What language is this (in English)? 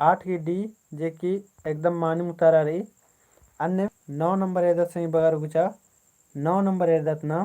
Kurukh